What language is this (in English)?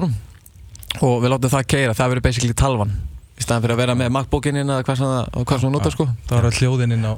Icelandic